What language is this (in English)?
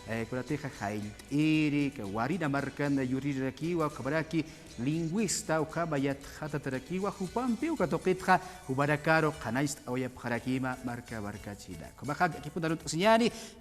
Aymara